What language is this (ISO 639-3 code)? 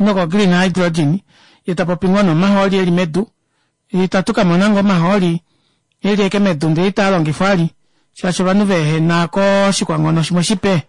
kua